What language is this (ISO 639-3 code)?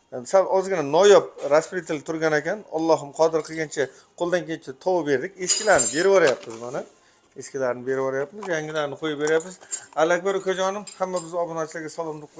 uzb